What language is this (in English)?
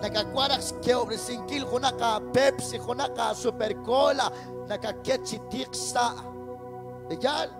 Kekchí